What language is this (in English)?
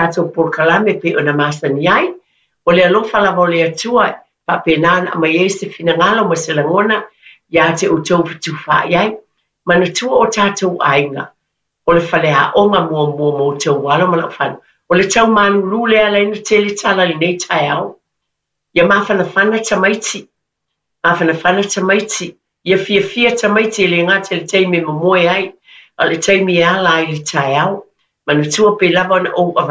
Samoan